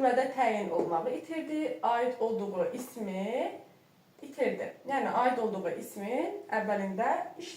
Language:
Azerbaijani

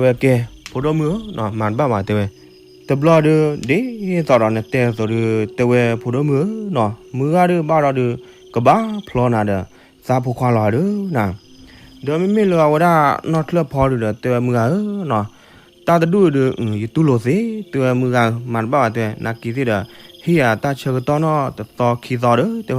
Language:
S'gaw Karen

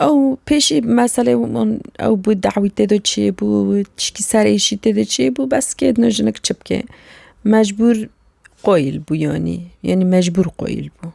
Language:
Kurdish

